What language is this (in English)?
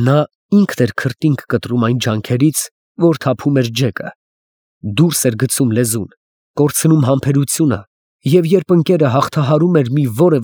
Armenian